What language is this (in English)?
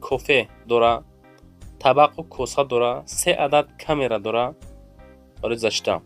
Tajik